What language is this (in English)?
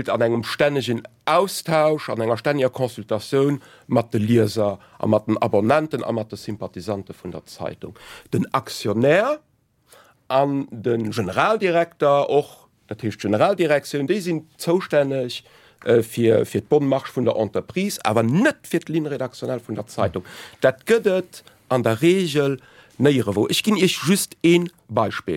Luxembourgish